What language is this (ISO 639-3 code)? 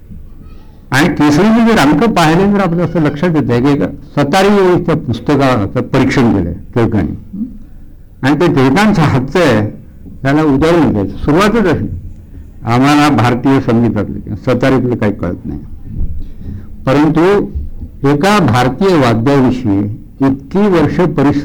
mar